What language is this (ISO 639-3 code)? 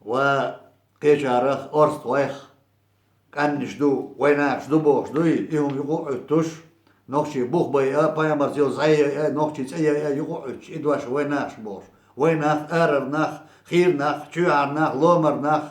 che